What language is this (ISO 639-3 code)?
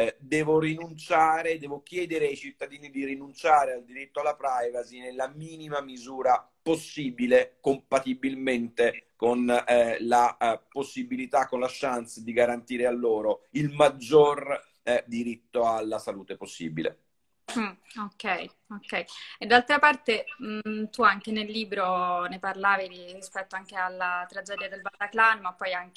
ita